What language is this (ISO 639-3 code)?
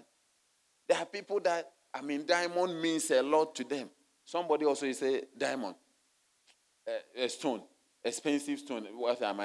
eng